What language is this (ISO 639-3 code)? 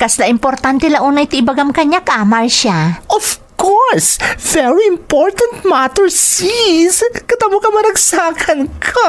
ilo